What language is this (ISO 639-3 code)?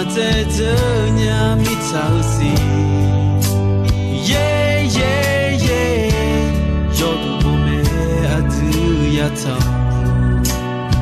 ahk